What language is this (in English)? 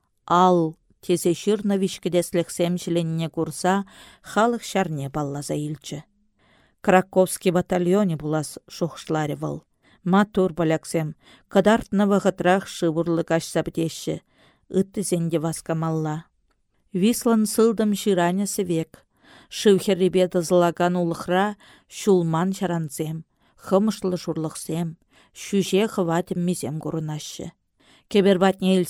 Chuvash